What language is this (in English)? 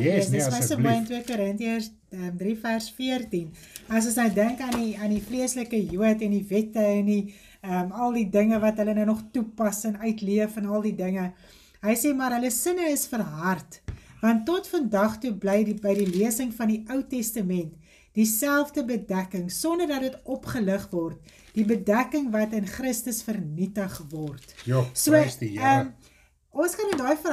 Afrikaans